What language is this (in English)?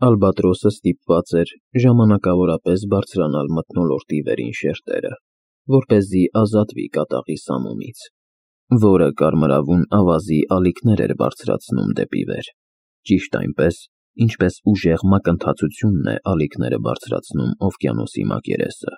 Armenian